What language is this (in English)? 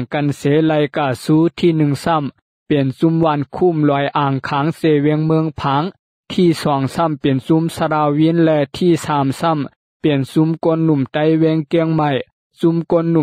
Shan